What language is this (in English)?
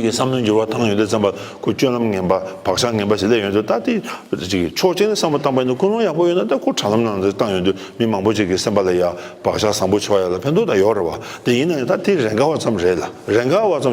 Tibetan